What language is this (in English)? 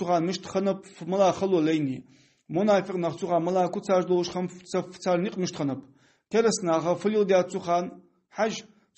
Ingush